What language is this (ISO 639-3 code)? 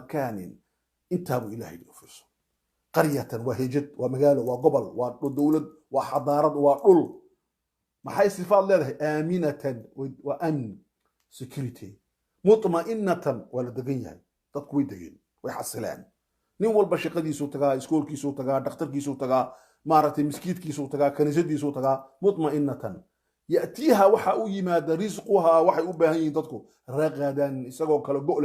som